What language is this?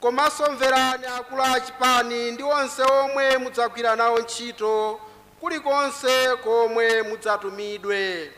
Nyanja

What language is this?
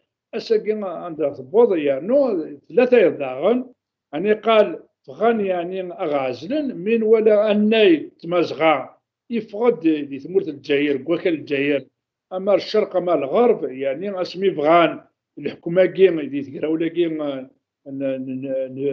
Kabyle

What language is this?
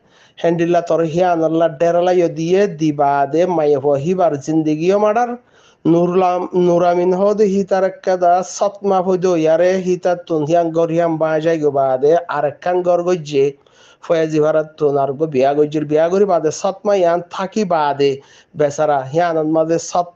Rohingya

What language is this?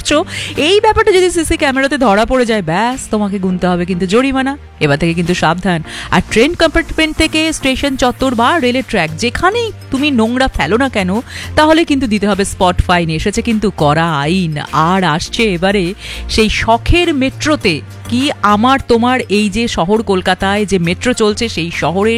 Bangla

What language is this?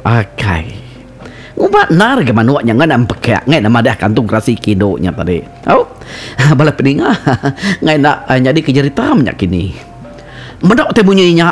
Iban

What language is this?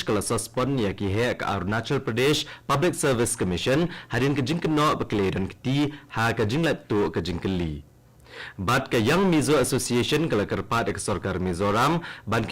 Khasi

